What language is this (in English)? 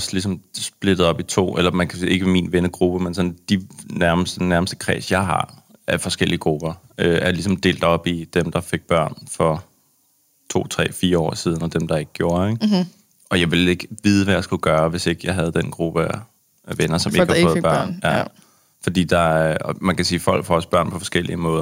Danish